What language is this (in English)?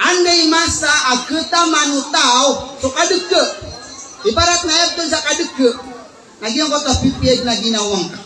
Maranao